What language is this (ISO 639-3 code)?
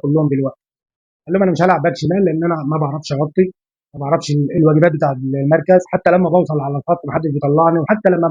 arz